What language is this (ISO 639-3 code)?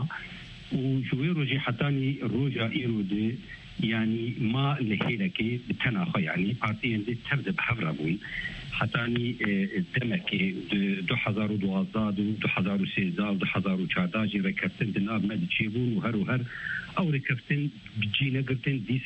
kur